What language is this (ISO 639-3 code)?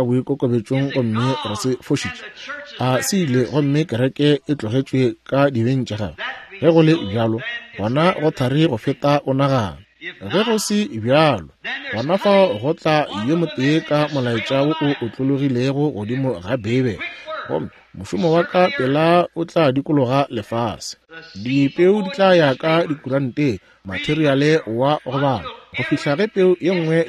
nso